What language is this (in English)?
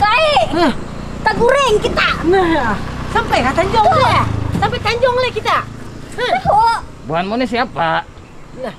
Banjar